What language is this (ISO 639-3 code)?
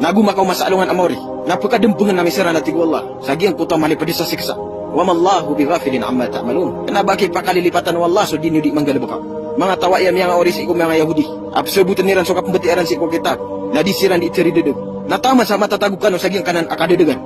mrw